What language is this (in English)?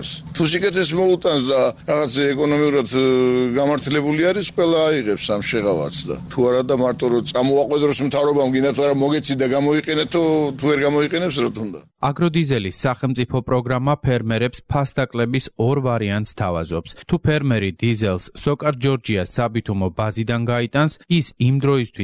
Georgian